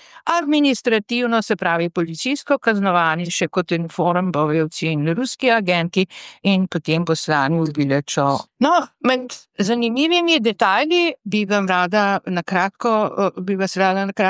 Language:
Slovenian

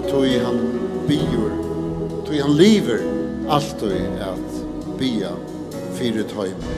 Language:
Faroese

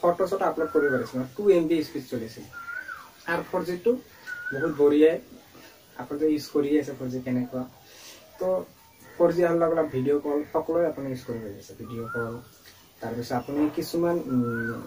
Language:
Assamese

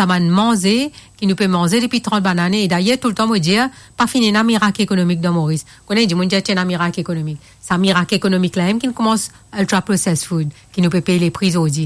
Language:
Morisyen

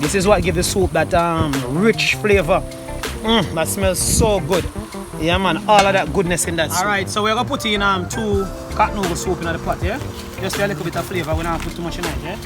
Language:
Jamaican Creole English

